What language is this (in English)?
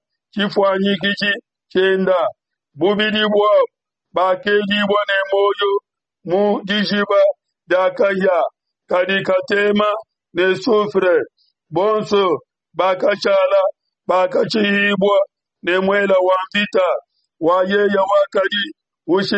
Luba-Lulua